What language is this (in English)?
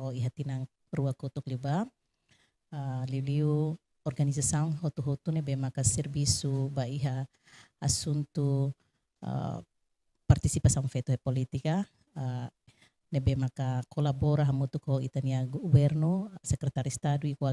Tetum